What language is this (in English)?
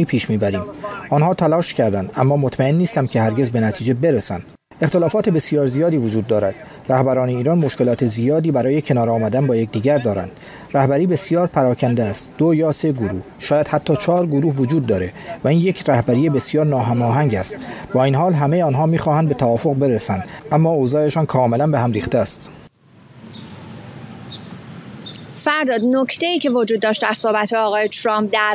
Persian